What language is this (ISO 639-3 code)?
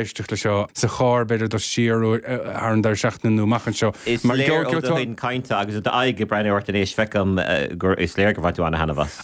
gle